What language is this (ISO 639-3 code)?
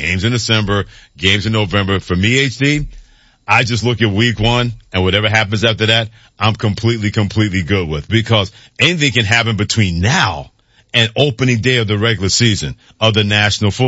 eng